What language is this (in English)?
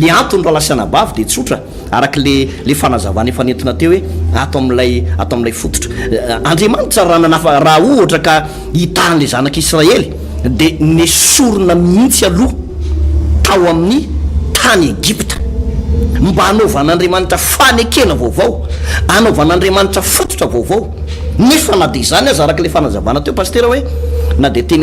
Malagasy